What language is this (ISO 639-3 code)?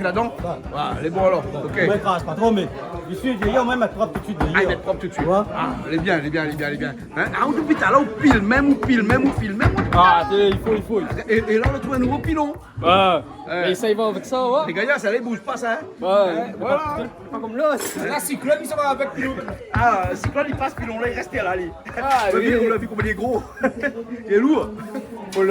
rcf